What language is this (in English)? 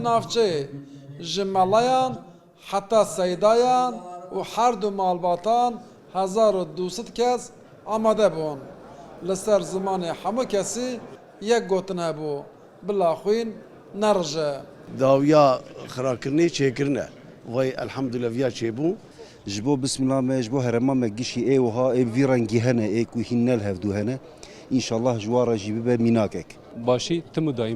Kurdish